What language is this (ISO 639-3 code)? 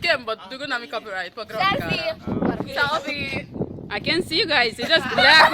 pap